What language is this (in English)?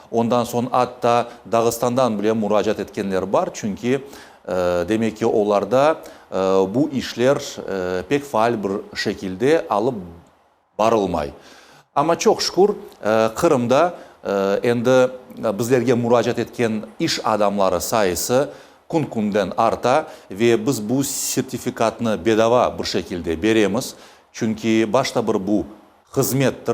Crimean Tatar